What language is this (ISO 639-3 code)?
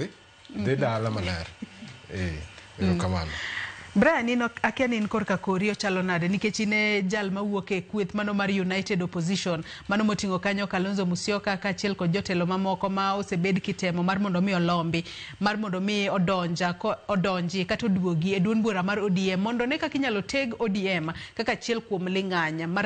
luo